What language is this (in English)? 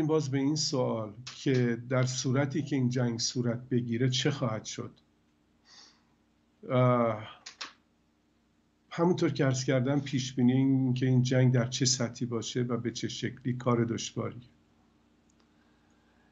Persian